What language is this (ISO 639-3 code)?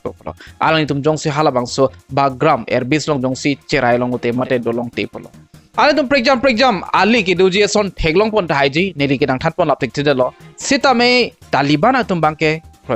mjw